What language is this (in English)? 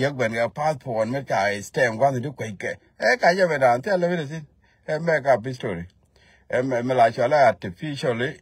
Nuer